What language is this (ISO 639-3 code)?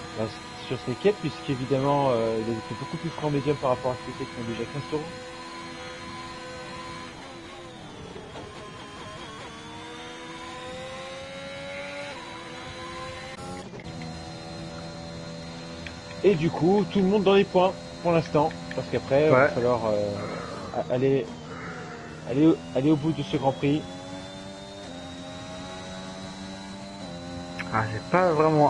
fra